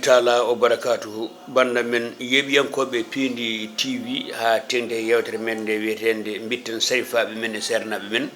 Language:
Fula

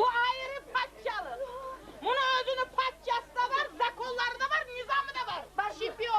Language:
Kumyk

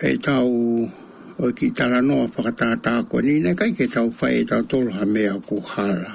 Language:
Tongan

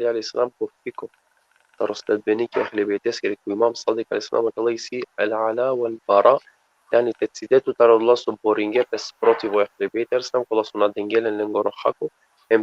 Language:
Balkan Romani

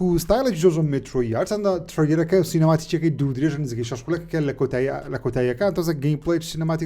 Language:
Central Kurdish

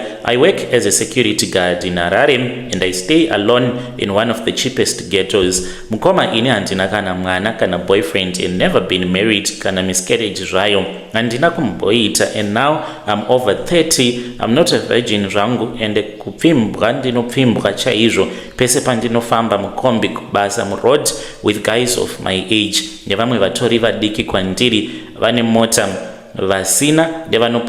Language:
Shona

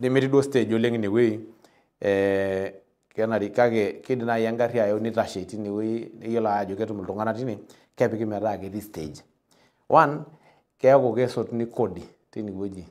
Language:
Masai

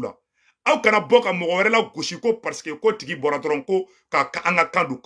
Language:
Bambara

